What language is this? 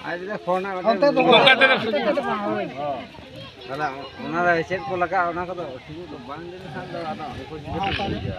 Santali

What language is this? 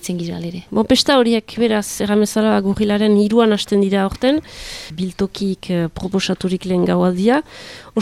Basque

